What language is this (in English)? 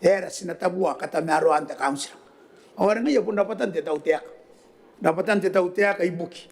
Gilbertese